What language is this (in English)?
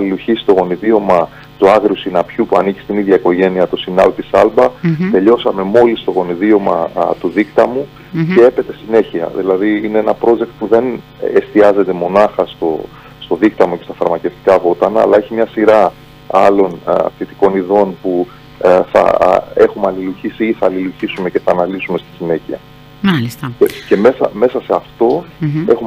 Greek